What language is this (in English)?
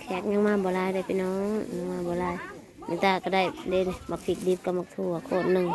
Northeastern Thai